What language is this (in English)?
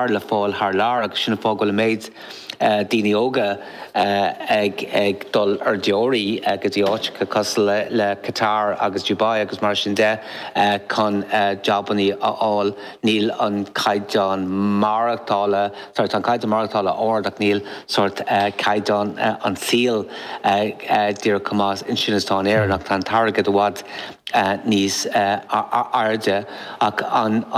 Irish